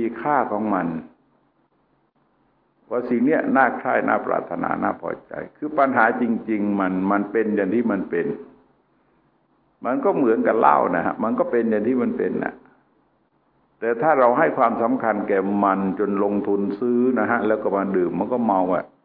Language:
Thai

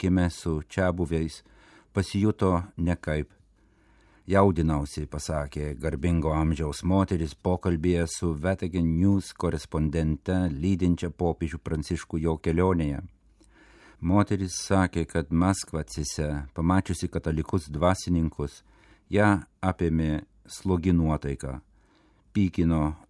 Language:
Lithuanian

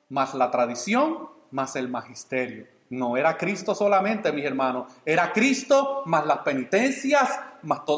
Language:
Spanish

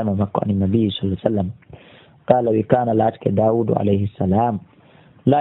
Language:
Fula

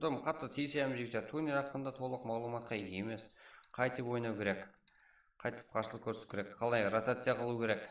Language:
Kara-Kalpak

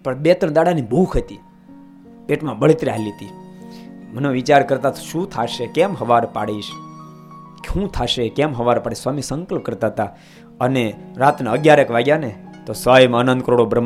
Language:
Gujarati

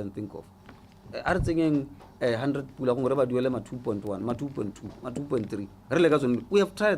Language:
Tswana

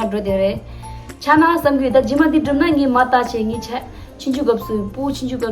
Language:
Tibetan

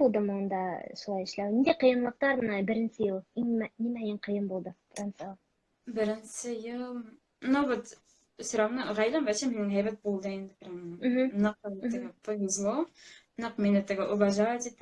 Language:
Bashkir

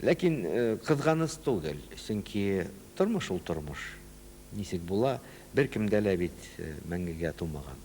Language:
Bashkir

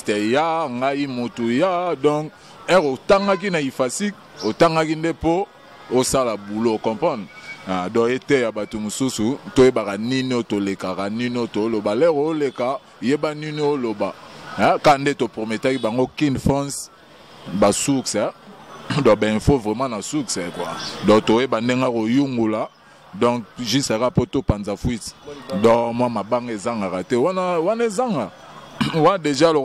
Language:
Lingala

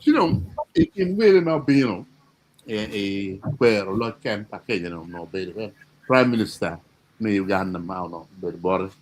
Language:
Acoli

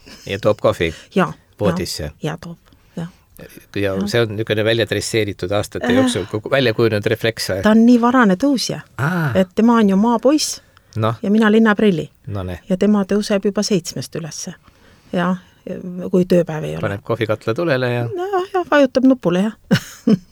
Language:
Estonian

